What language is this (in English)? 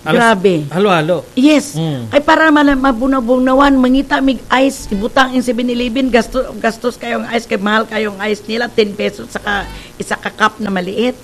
Cebuano